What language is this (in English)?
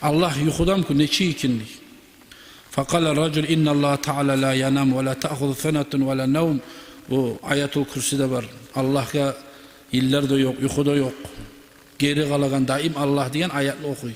Kumyk